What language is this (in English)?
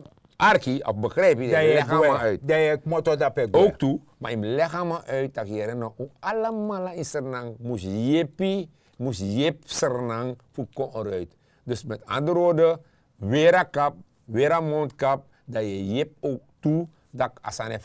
Sranan Tongo